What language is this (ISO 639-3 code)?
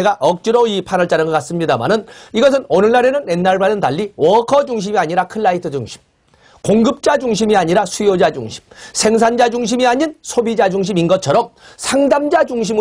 kor